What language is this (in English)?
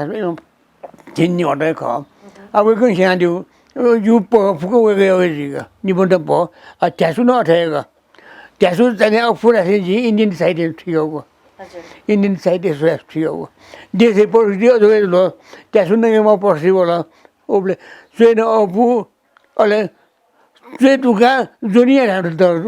Newari